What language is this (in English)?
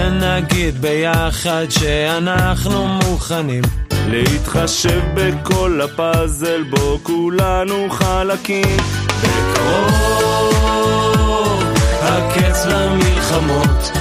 Hebrew